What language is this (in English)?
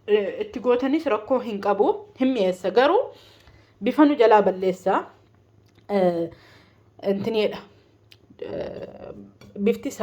Oromo